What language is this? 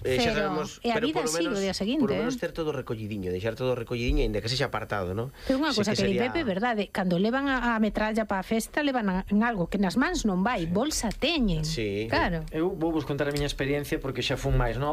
Galician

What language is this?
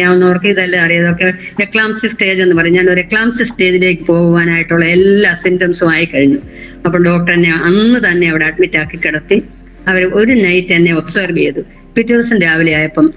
Malayalam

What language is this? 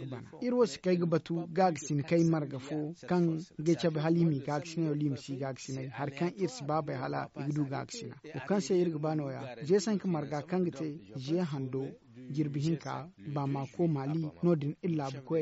Zarma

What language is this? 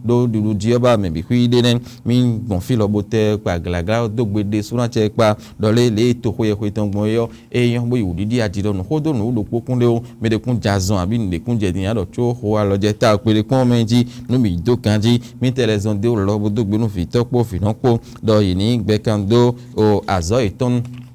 Fon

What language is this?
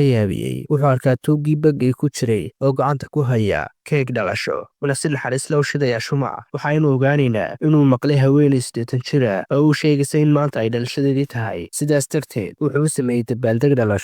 Somali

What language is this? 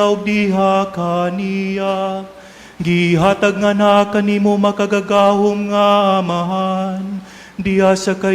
Cebuano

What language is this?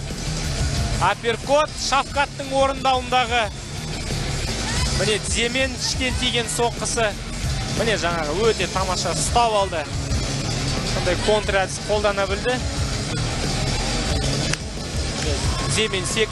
Kazakh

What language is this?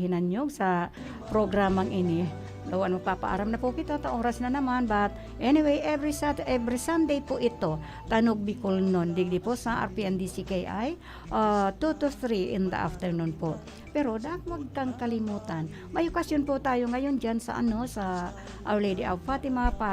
Bikol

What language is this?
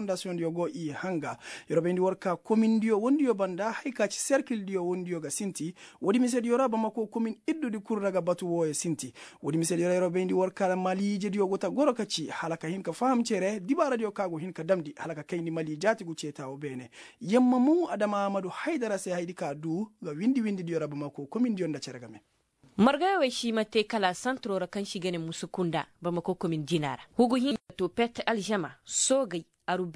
Koyraboro Senni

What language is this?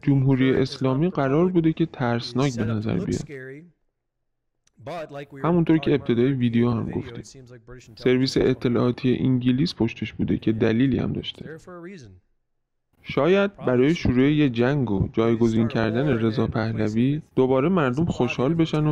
Persian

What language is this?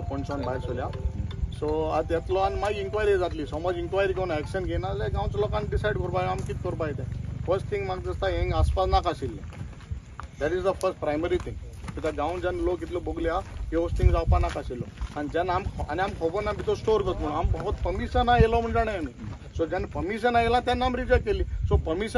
Konkani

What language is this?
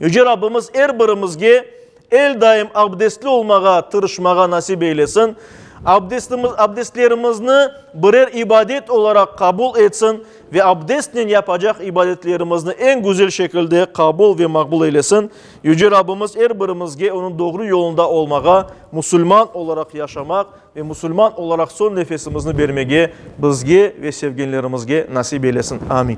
Crimean Tatar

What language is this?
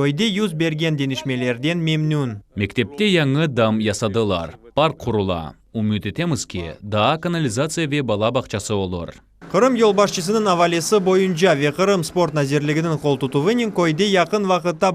Crimean Tatar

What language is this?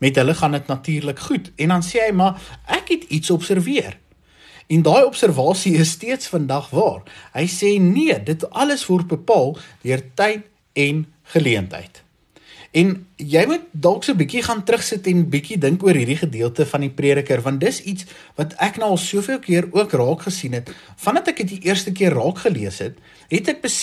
Afrikaans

